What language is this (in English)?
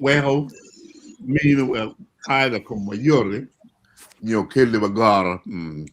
Acoli